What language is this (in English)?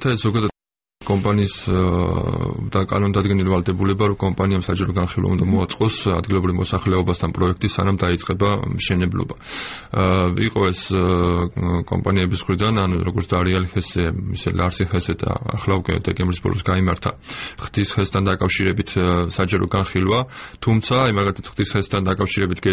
Georgian